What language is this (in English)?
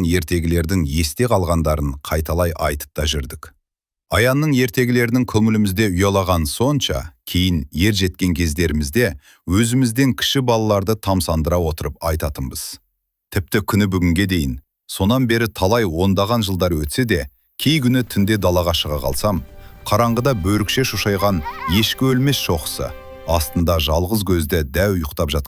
Kazakh